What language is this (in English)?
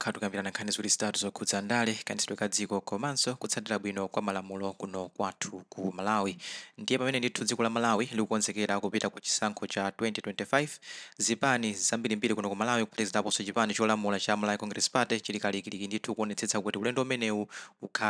Nyanja